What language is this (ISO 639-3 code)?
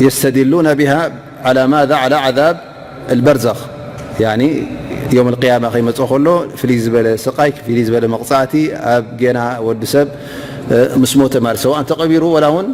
tir